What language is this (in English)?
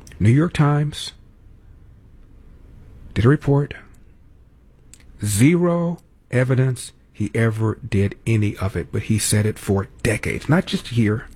English